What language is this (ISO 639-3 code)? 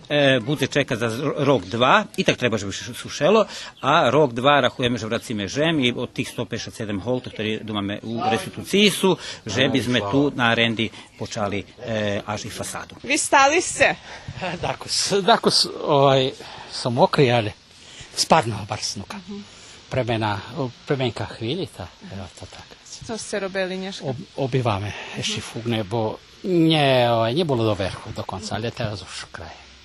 rue